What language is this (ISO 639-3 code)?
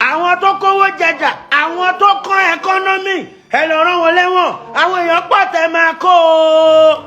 yor